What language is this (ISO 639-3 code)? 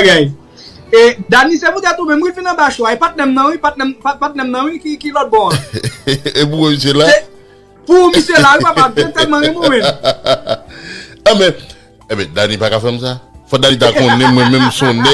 hat